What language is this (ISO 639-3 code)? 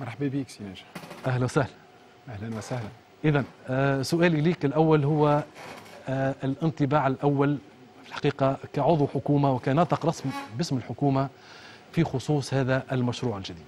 aeb